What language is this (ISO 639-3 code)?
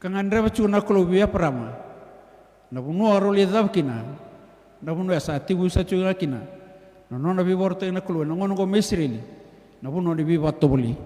fij